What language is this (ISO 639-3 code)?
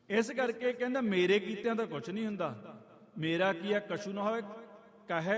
pan